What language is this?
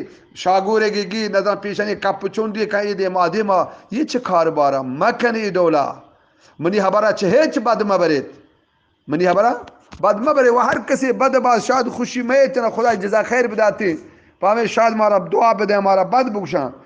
Eastern Balochi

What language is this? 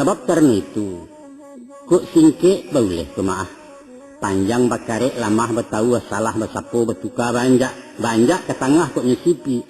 Minangkabau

